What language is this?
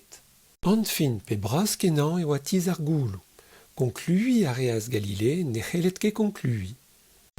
Breton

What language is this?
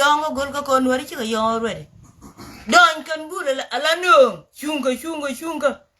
Nuer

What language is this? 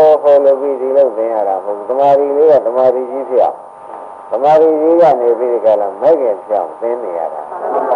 Burmese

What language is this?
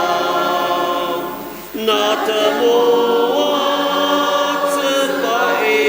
Ao Naga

